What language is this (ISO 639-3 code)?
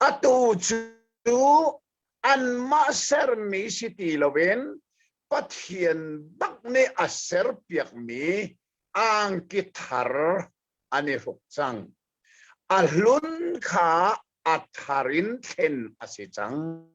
cnh